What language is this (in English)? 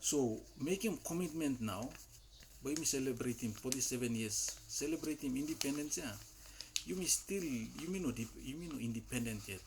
Tok Pisin